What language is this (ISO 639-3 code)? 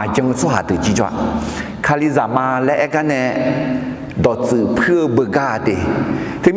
ahk